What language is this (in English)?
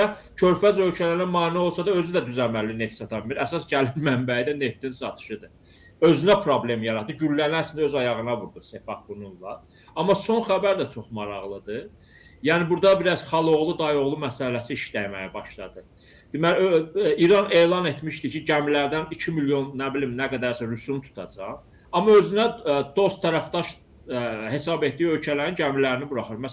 Azerbaijani